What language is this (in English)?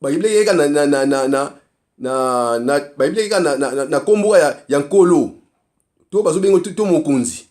Lingala